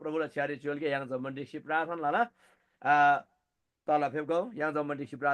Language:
Eastern Tamang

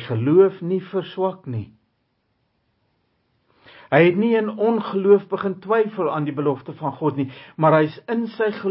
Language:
Afrikaans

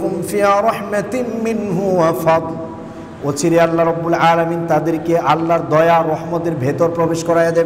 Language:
Bangla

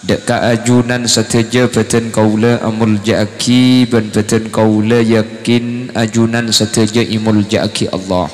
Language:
Madurese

